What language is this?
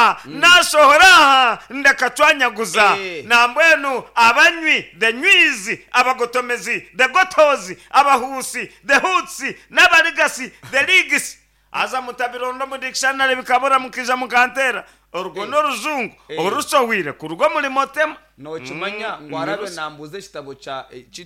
Nyankole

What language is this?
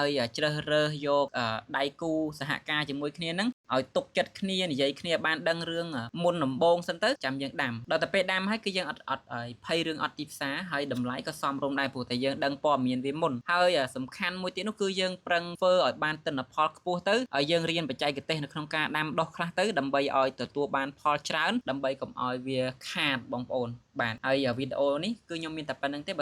Khmer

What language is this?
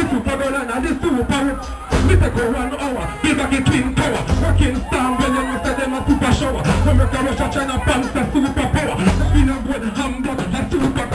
Jamaican Creole English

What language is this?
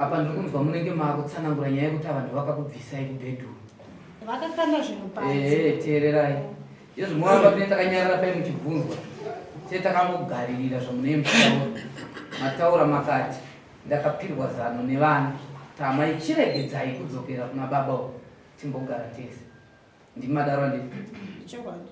Shona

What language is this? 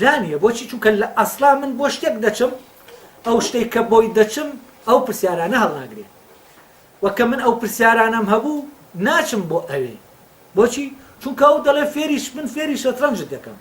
Central Kurdish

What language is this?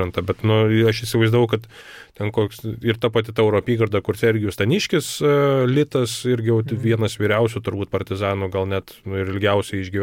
Lithuanian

